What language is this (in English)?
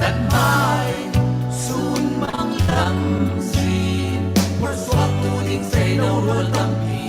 Falam Chin